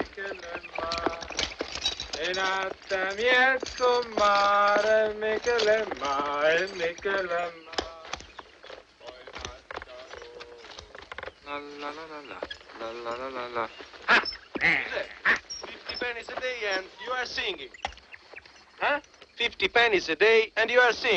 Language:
English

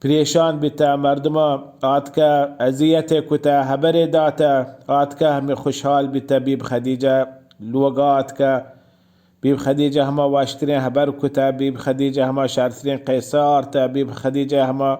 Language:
Baluchi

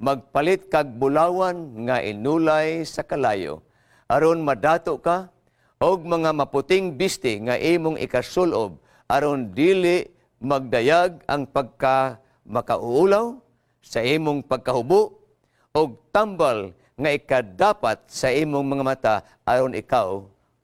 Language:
Cebuano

